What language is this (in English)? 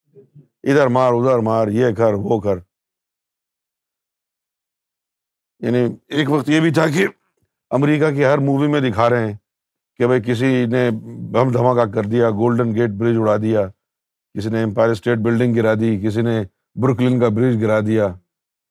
Urdu